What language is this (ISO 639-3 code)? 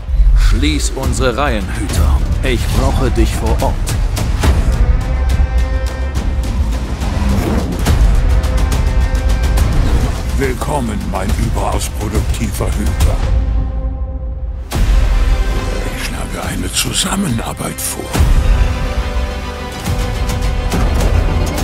deu